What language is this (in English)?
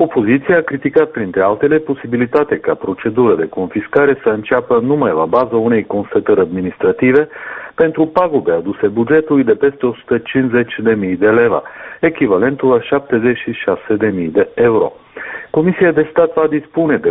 Romanian